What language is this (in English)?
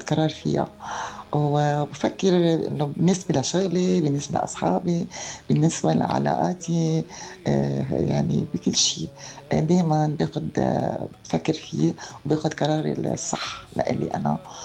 North Levantine Arabic